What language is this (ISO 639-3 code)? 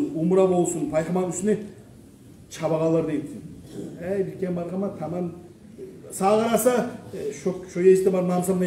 kum